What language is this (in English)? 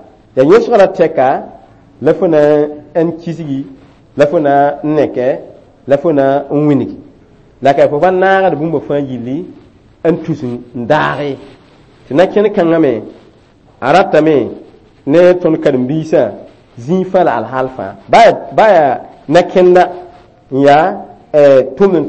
Mossi